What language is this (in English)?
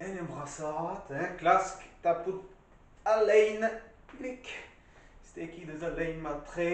Breton